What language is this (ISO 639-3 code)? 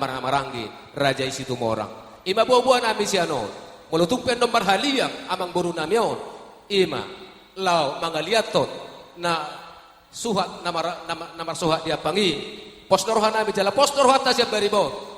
bbc